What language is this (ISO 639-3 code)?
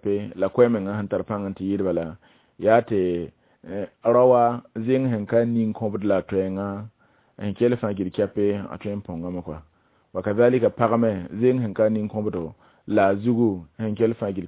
mos